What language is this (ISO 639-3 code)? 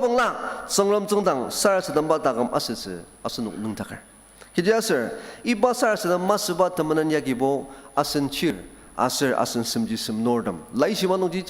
njo